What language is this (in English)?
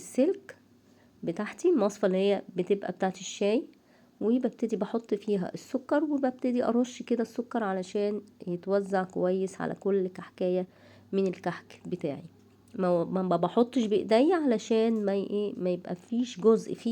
Egyptian Arabic